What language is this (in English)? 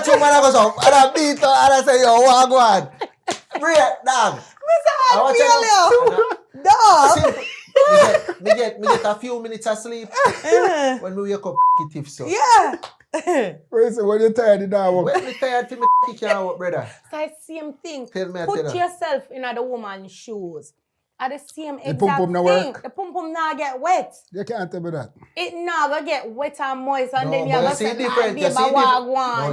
Jamaican Creole English